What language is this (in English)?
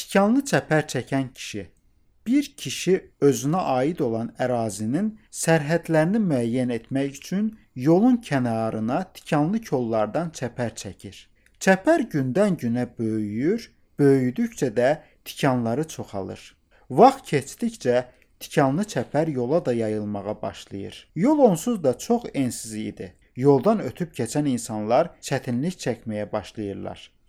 Azerbaijani